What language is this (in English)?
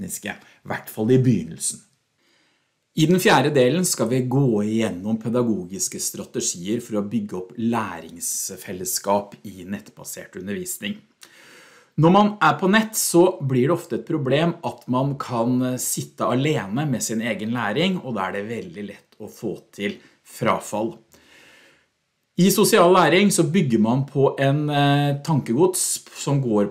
Norwegian